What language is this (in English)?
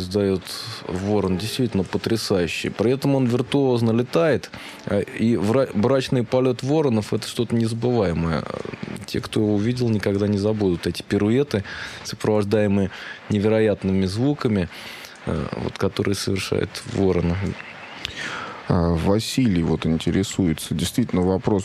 Russian